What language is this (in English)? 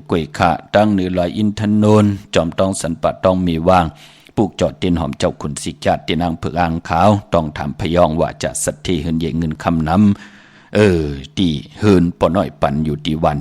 Shan